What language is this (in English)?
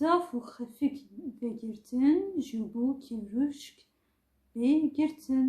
Kurdish